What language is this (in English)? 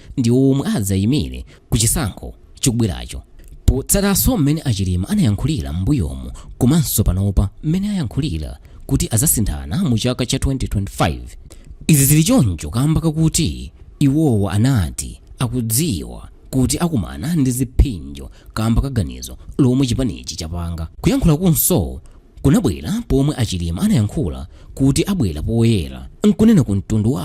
Nyanja